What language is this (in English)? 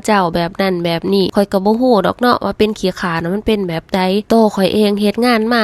Lao